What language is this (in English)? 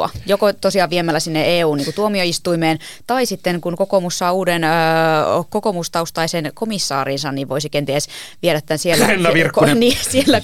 Finnish